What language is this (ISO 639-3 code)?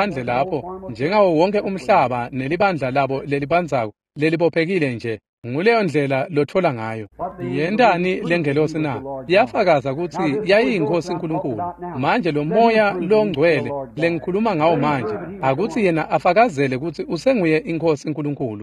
ssw